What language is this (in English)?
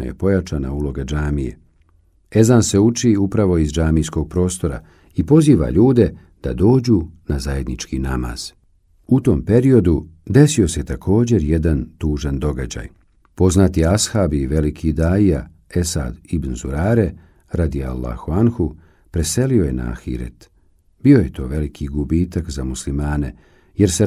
Bosnian